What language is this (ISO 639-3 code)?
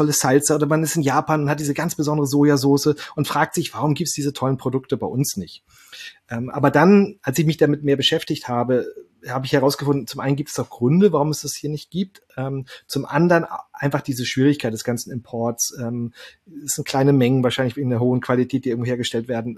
deu